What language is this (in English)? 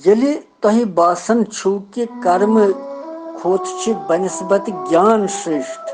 Kashmiri